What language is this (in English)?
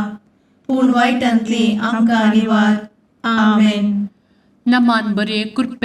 Konkani